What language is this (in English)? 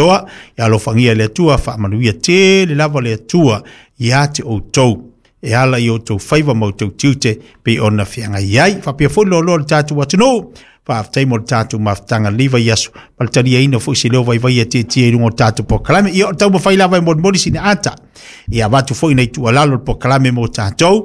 Samoan